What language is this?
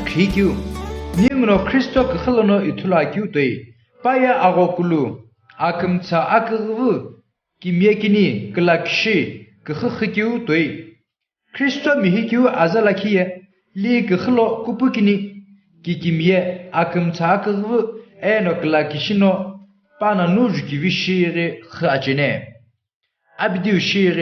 Sumi Naga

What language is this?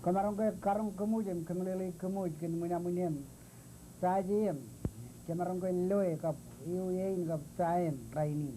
Marshallese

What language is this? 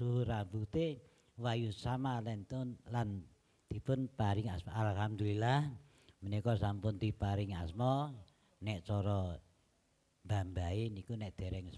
Javanese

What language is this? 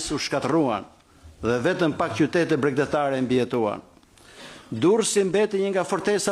Albanian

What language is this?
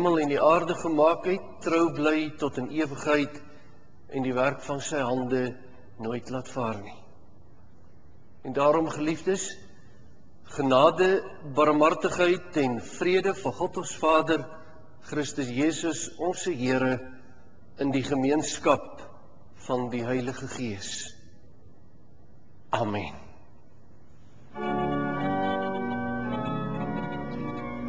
Afrikaans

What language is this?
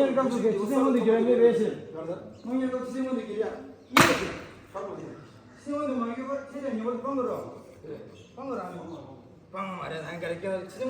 Tibetan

